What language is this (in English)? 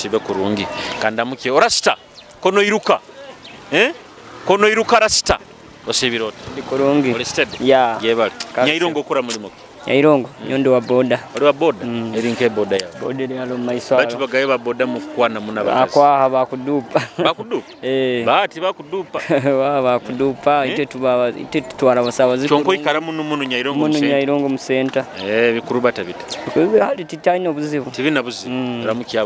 Nyoro